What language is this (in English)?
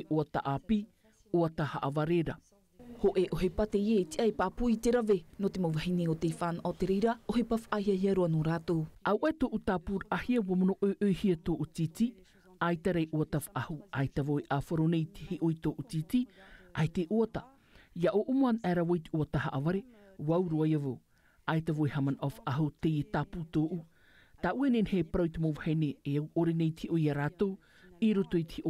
Tahitian